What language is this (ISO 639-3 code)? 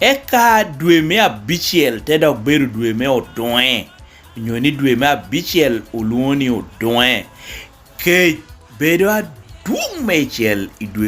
laj